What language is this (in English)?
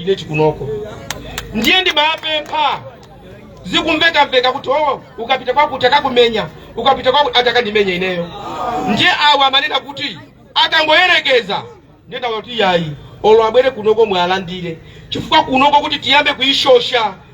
Nyanja